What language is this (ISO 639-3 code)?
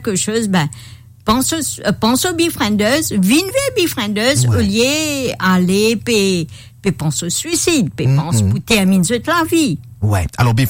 mfe